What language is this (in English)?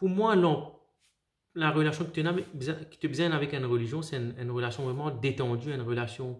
Morisyen